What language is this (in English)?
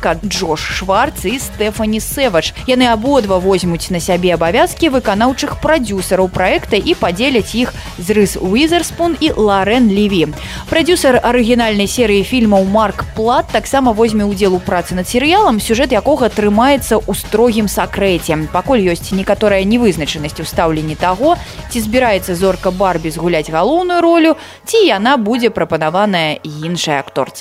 Belarusian